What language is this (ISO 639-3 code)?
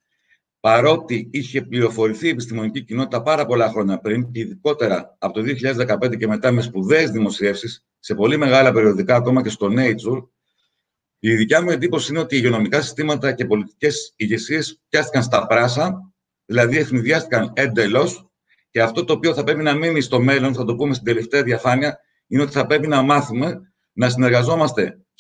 ell